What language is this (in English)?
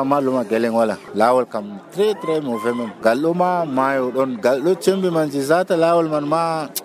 Nigerian Fulfulde